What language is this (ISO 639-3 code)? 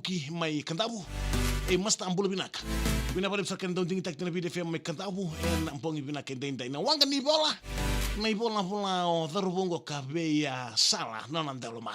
fij